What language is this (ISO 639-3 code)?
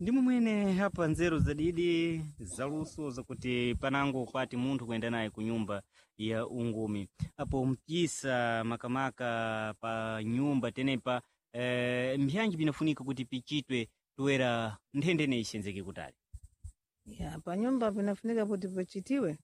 seh